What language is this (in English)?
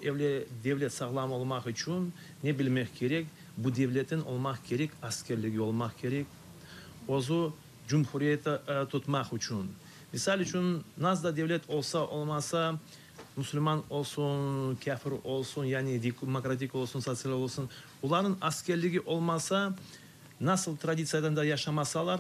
Crimean Tatar